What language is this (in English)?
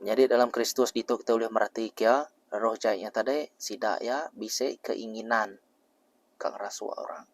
Iban